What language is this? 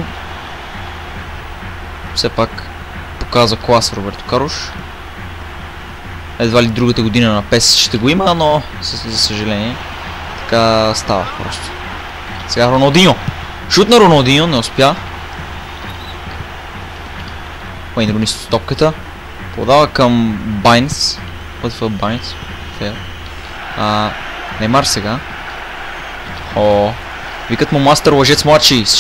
Bulgarian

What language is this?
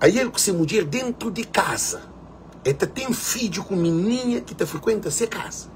Kabuverdianu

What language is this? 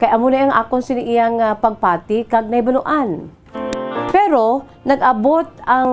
Hiligaynon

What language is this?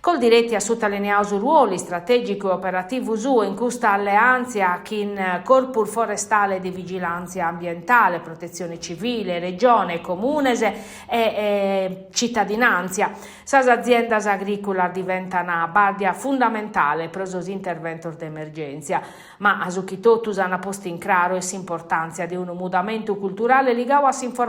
Sardinian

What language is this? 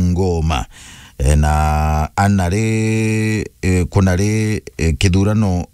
Meru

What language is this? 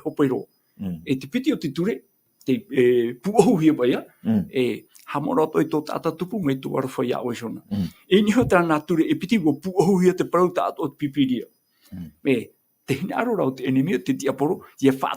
Tahitian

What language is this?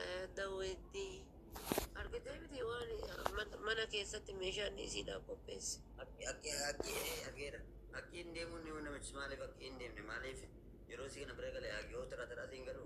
Oromo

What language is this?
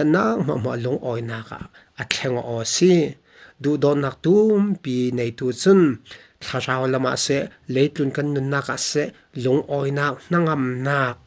Falam Chin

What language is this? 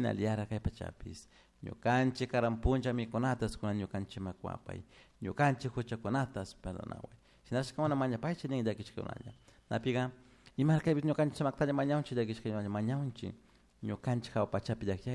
Chimborazo Highland Quichua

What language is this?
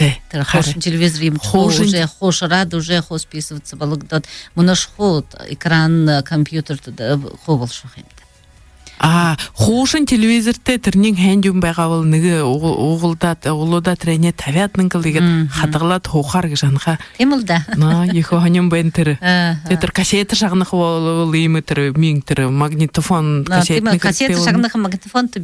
Buriat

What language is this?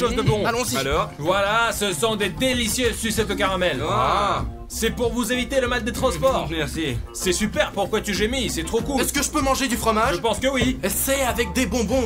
French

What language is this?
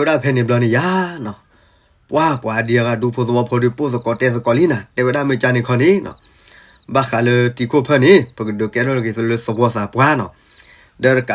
S'gaw Karen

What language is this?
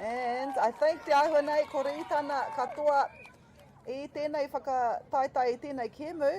Māori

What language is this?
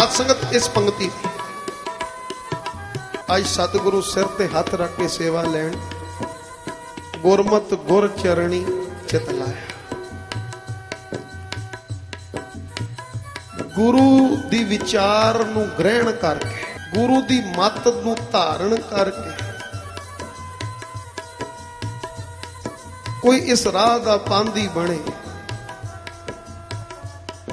Punjabi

